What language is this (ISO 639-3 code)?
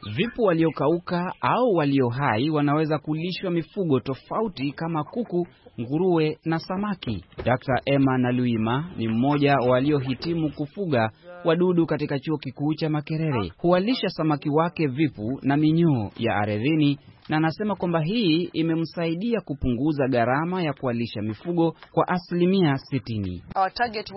swa